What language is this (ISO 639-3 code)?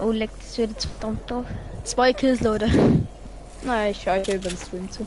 bar